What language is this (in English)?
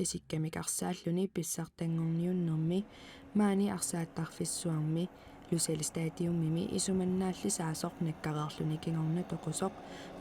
Kalaallisut